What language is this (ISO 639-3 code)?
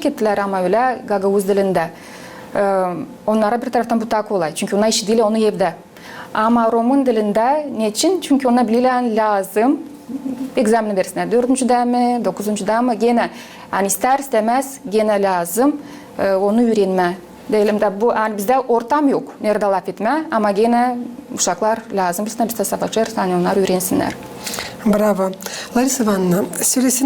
gag